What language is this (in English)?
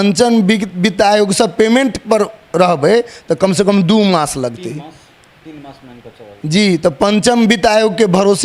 Maithili